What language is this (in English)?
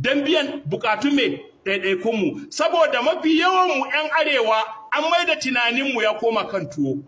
Hausa